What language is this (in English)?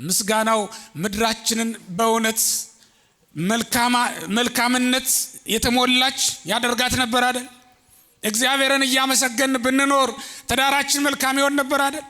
Amharic